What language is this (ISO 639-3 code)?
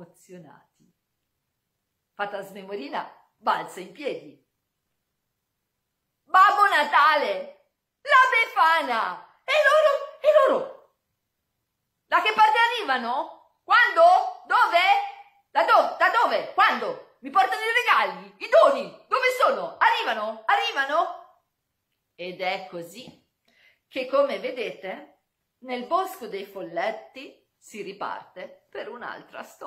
ita